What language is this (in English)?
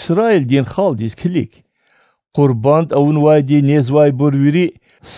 Lezghian